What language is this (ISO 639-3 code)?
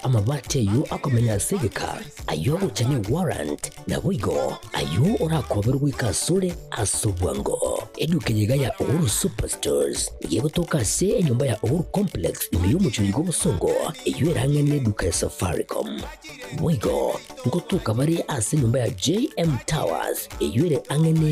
guz